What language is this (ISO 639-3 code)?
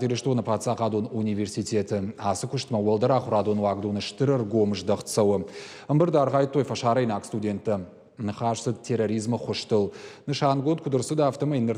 oss